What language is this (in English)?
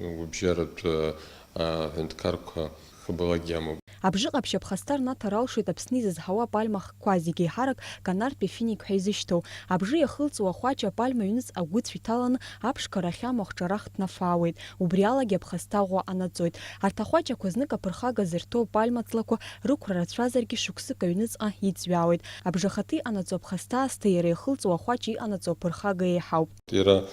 Abkhazian